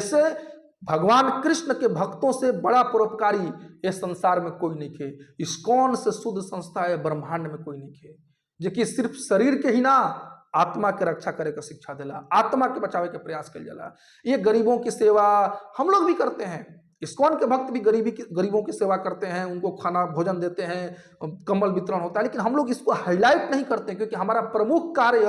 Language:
Bhojpuri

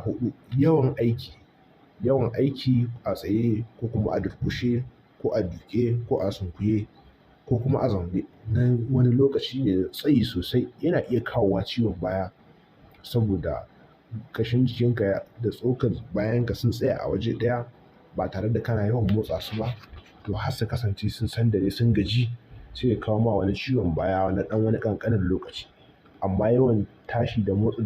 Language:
Hausa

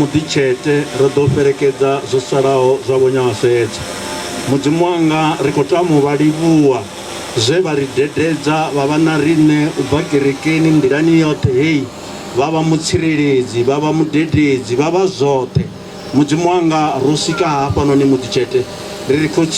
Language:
Venda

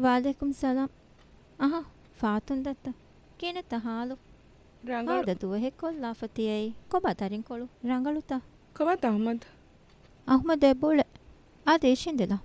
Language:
Divehi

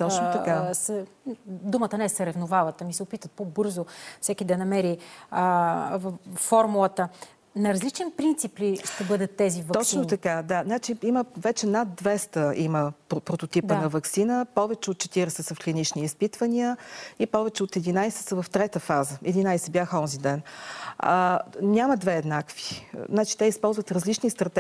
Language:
Bulgarian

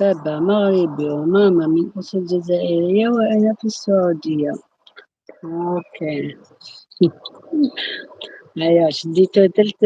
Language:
Algerian Arabic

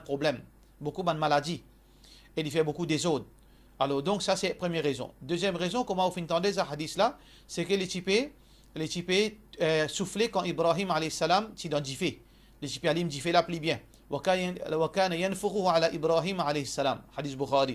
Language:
Morisyen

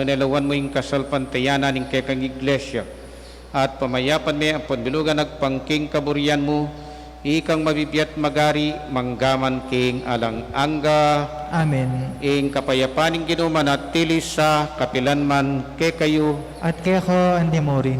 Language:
Pampanga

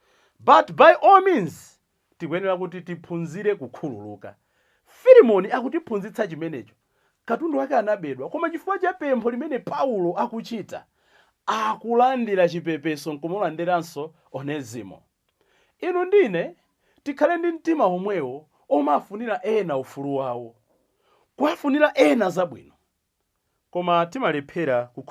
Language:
Nyanja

